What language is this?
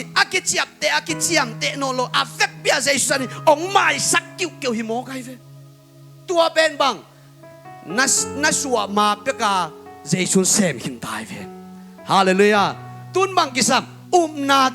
Tedim Chin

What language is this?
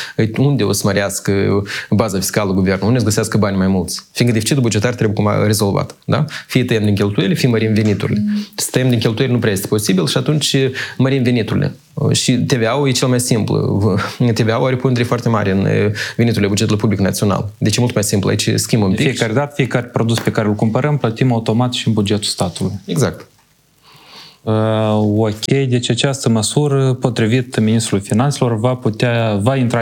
Romanian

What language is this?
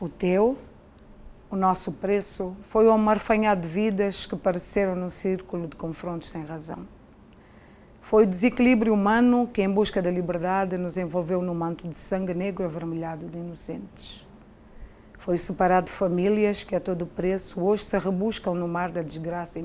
Portuguese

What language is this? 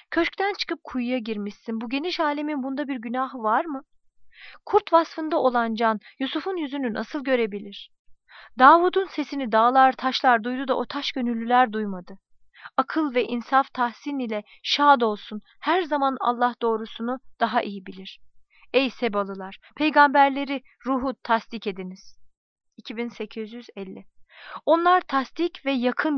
Turkish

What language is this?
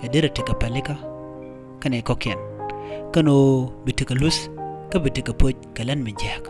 Nuer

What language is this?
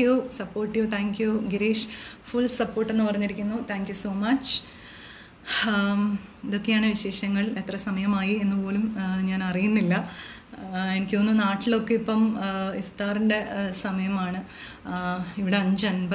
Malayalam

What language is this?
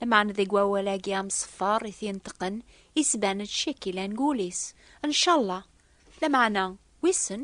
Kabyle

